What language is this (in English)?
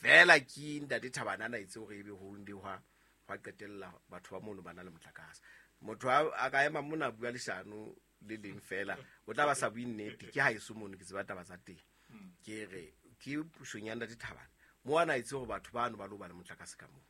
Southern Sotho